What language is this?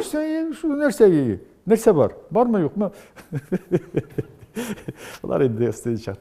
Tatar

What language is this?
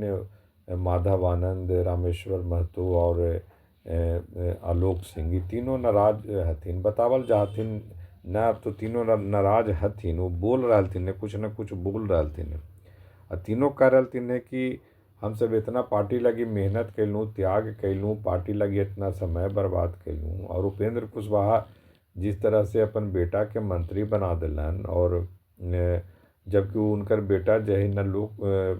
Magahi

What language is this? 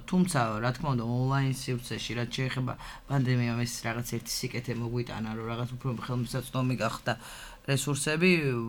Georgian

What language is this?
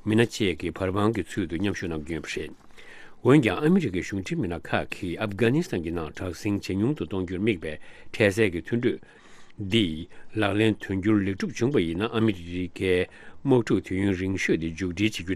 Tibetan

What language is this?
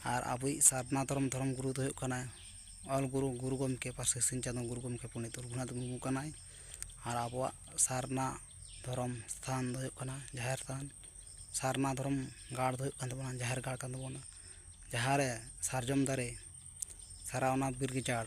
Santali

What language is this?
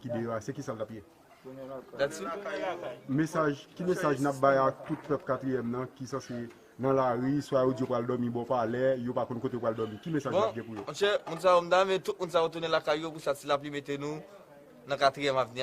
Haitian Creole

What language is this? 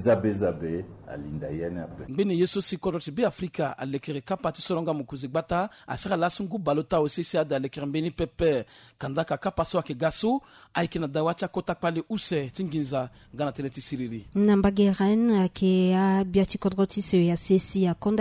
Sango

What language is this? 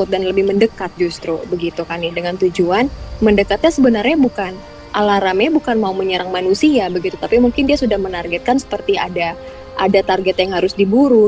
Indonesian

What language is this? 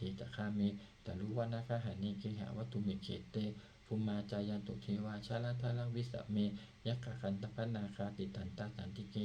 Pali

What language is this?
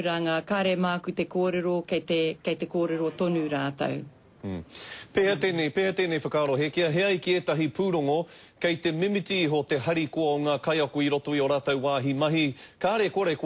Māori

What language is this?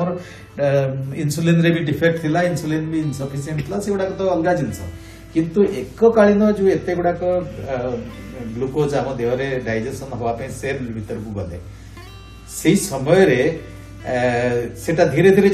Odia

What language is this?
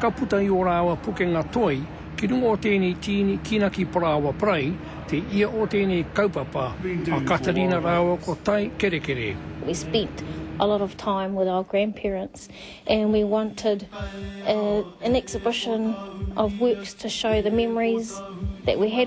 Māori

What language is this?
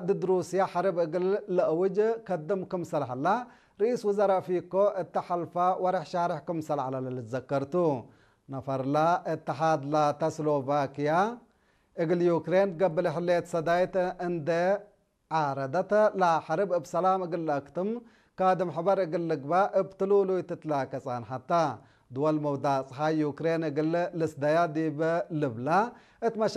Tigre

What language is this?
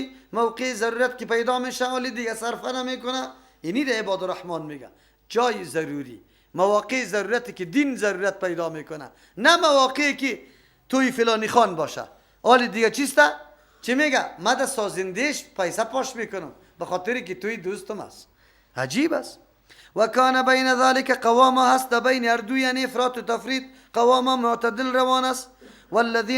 Persian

